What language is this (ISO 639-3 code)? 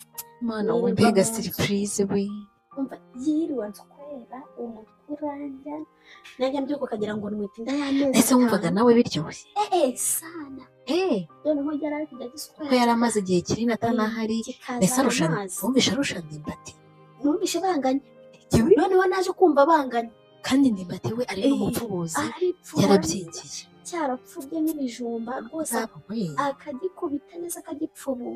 kin